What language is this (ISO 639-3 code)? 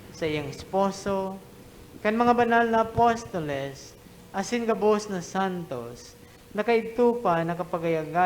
bik